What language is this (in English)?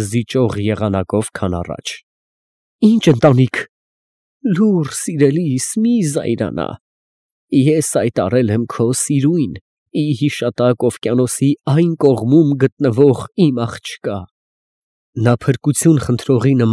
Armenian